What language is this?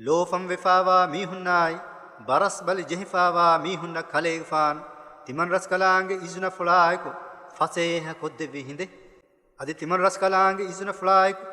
Divehi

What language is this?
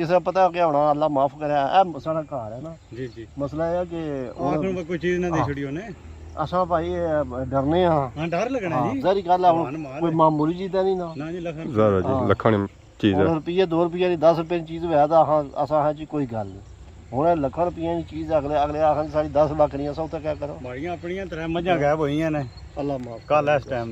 Pahari-Potwari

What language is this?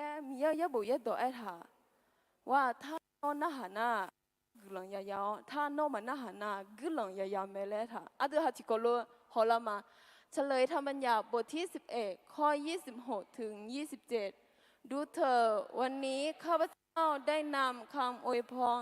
Akha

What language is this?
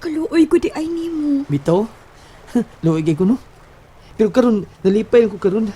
Cebuano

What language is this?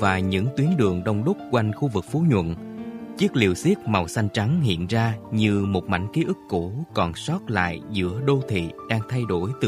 Vietnamese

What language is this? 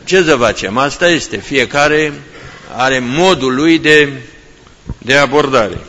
Romanian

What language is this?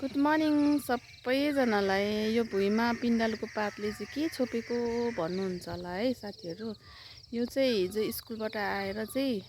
Nepali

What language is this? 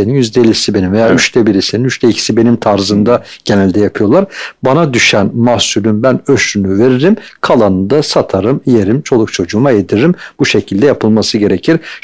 Turkish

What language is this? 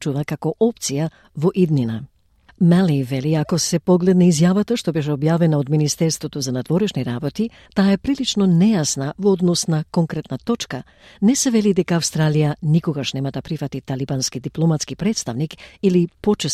Macedonian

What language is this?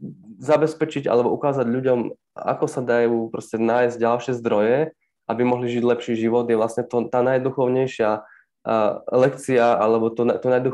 Slovak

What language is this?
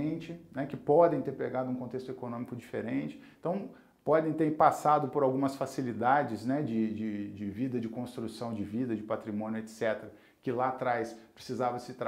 Portuguese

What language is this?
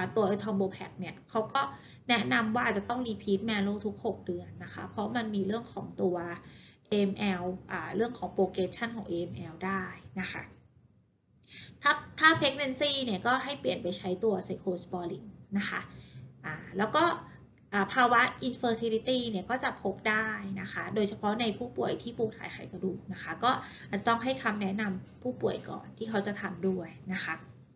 Thai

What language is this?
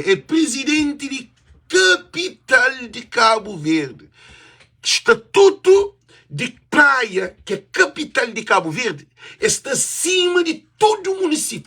Kabuverdianu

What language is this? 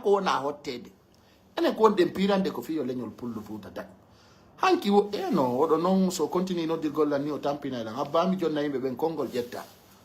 Pular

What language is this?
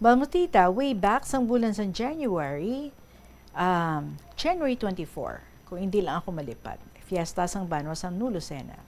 Hiligaynon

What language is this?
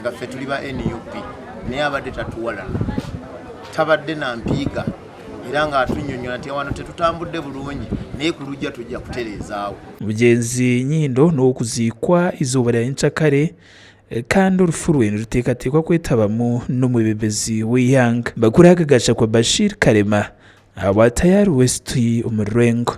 Nyankole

